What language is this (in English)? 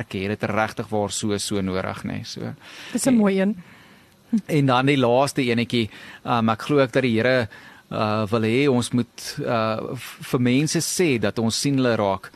Afrikaans